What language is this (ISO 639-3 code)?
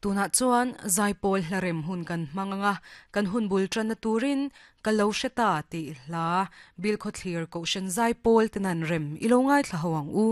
lus